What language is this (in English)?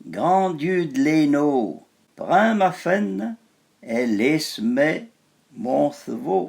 Arpitan